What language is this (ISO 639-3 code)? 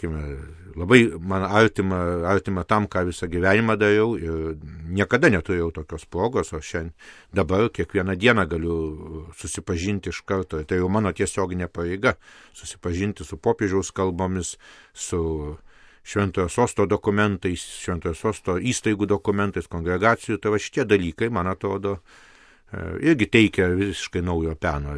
lit